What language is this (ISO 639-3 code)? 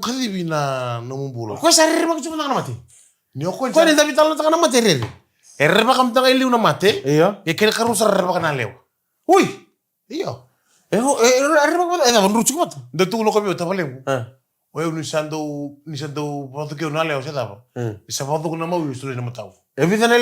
fij